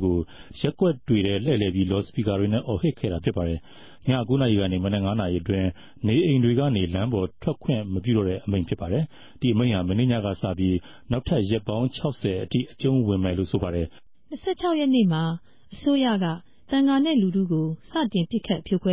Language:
Burmese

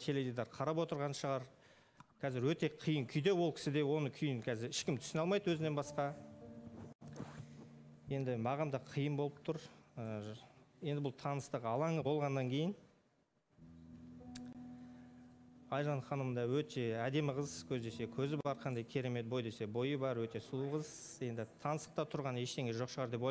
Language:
Kazakh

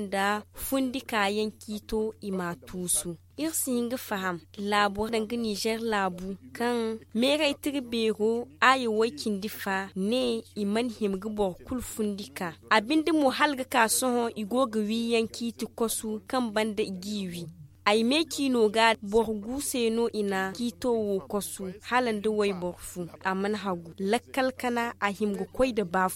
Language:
Zarma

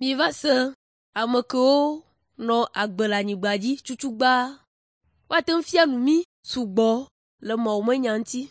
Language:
Ewe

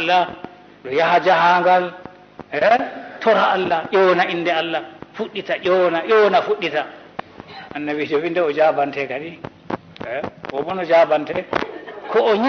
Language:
Fula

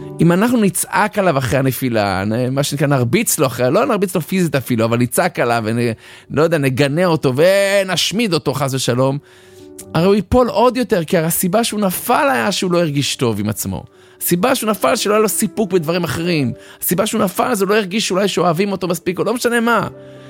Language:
Hebrew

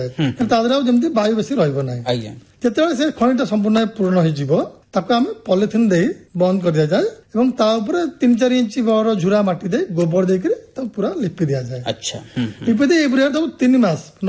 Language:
Odia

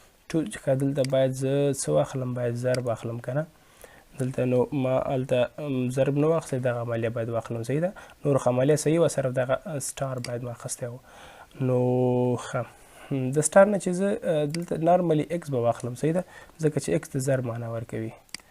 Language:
Pashto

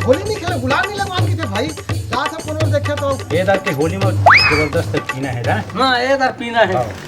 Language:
Chhattisgarhi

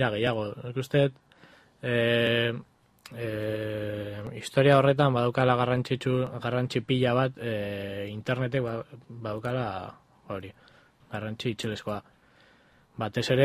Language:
Basque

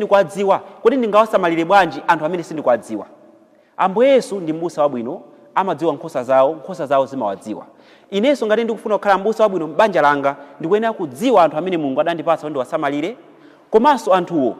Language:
Nyanja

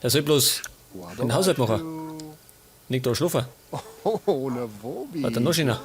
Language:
Bavarian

